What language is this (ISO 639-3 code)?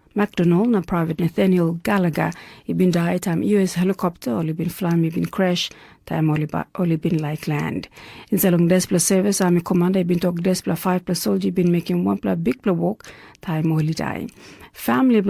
tpi